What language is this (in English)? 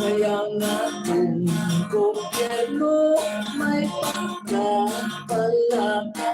Hiligaynon